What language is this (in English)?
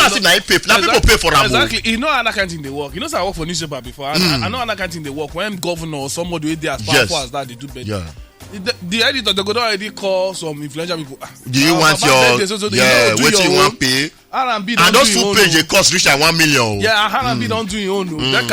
Nigerian Pidgin